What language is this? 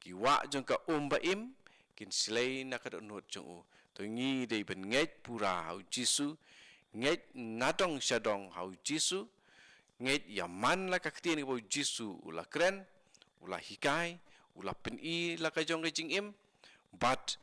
Khasi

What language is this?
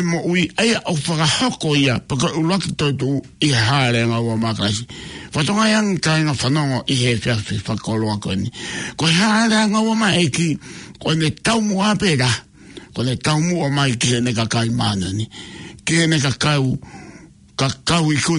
Tongan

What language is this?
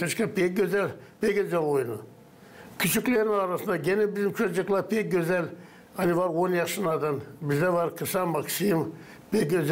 Gagauz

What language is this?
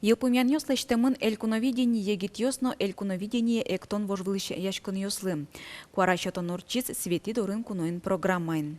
Udmurt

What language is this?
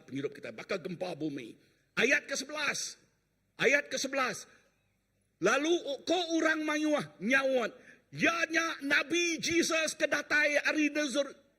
Iban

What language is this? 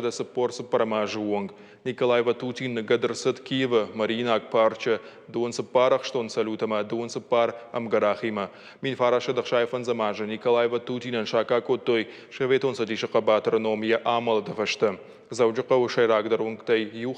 Ossetic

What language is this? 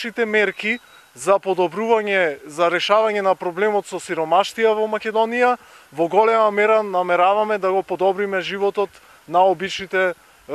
Macedonian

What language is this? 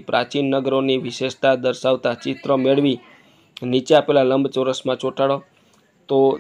Gujarati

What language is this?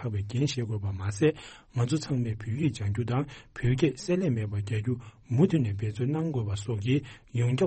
Tibetan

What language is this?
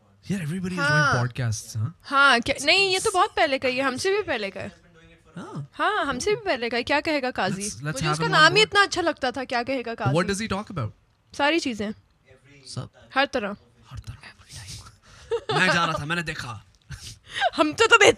Urdu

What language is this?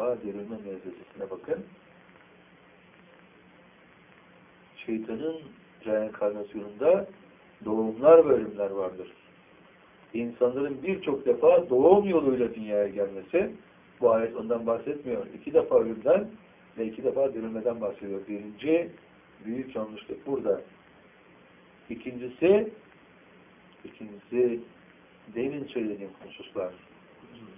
Turkish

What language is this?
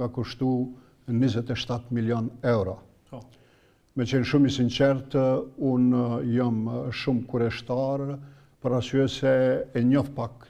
Albanian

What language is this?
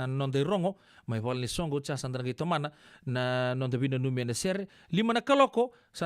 Fijian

